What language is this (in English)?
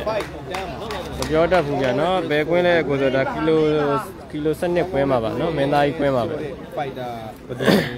Burmese